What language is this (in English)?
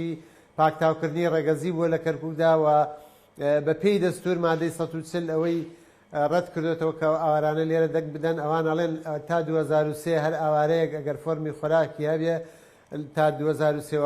Central Kurdish